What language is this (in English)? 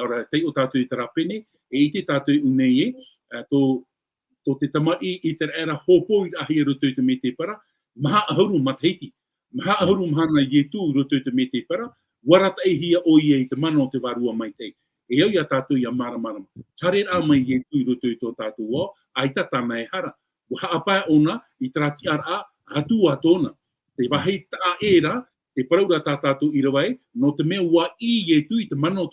Tahitian